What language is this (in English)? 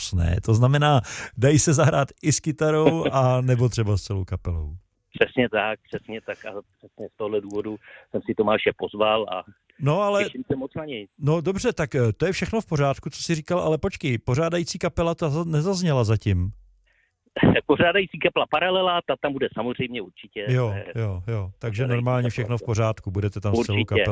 Czech